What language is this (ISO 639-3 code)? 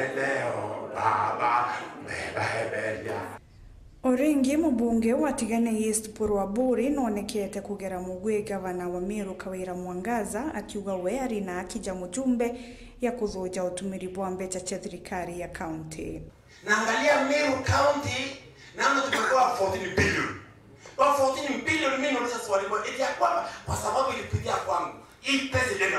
mer